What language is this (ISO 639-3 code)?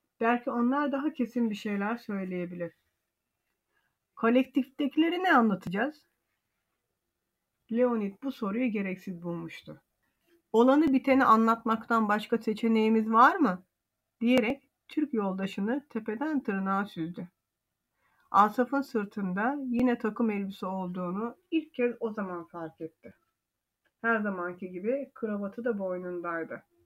tur